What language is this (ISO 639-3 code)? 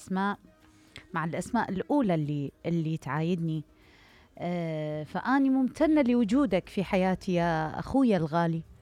acm